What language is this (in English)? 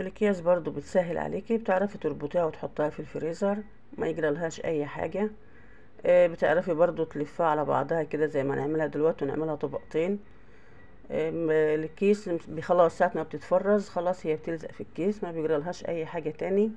Egyptian Arabic